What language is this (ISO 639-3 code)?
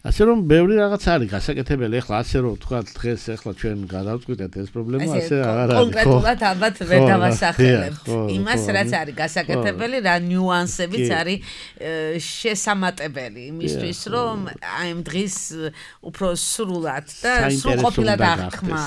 kat